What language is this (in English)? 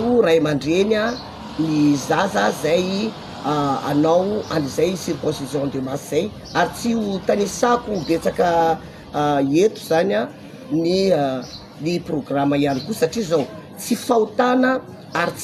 Malagasy